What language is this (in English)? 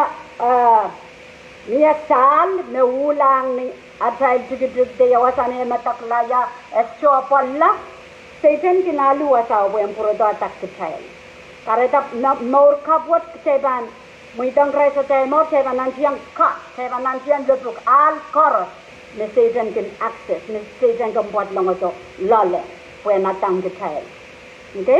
Pohnpeian